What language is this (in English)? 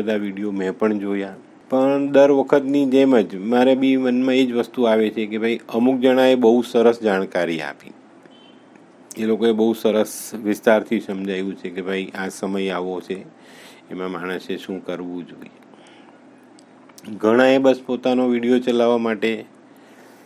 Gujarati